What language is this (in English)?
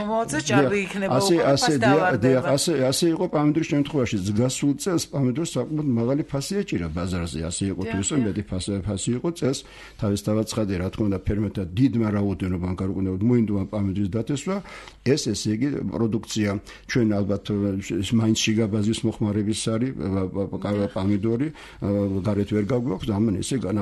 Georgian